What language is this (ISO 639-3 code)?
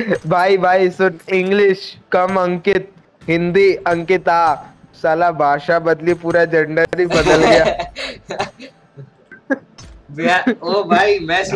hin